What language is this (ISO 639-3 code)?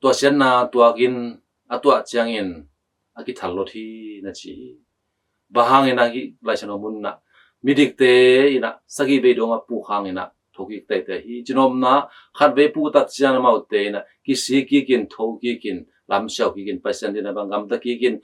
ctd